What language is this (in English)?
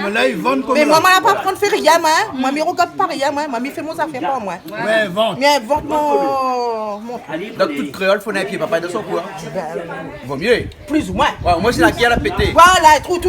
Réunion Creole French